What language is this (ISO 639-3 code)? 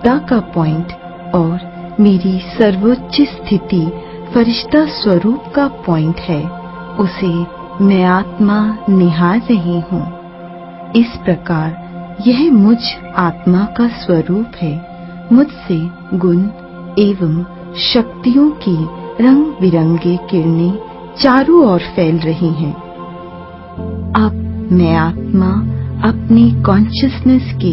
hin